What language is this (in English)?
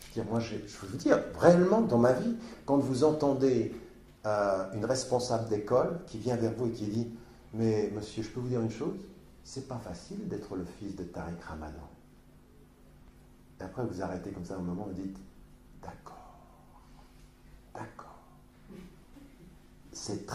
French